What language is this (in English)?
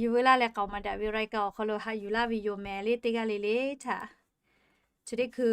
Lahu